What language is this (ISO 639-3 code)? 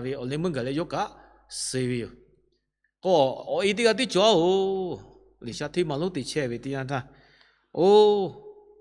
lhu